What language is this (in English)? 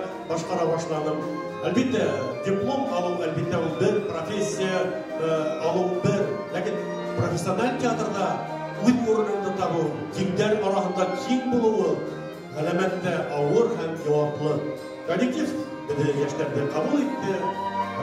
Bashkir